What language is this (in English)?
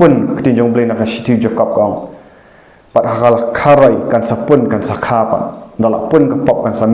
Khasi